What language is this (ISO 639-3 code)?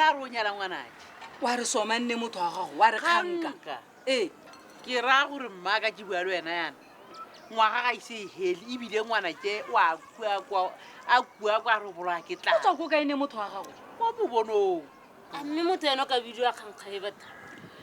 tsn